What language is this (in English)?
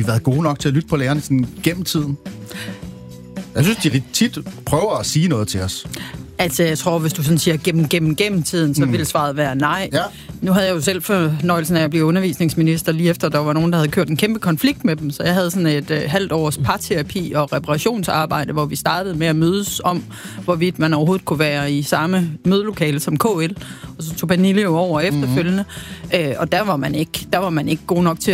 Danish